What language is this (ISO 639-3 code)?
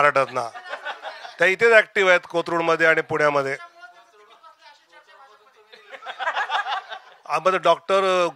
mar